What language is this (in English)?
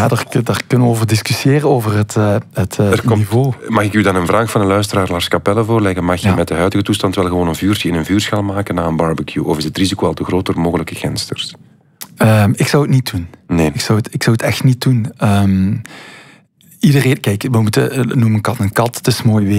Dutch